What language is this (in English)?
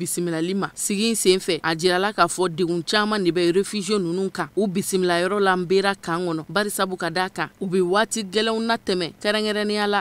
Bambara